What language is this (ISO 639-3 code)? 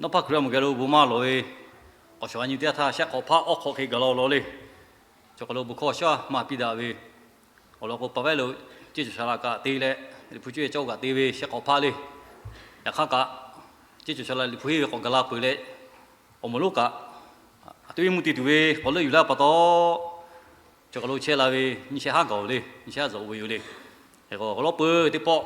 lhu